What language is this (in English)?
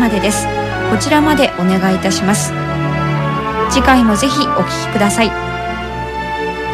Japanese